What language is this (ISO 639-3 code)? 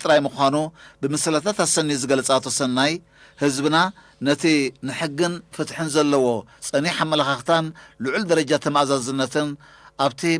tir